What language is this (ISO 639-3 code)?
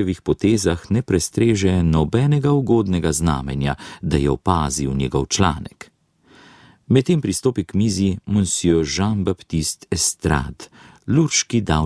slv